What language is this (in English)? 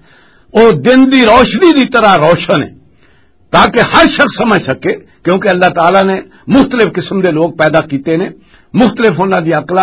Western Panjabi